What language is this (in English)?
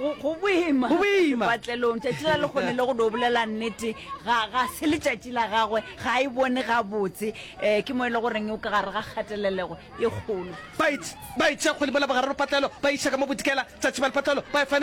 Northern Sotho